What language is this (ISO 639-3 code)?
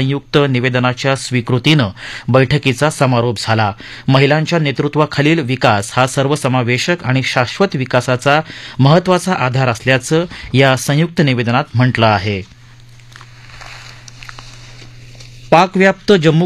mar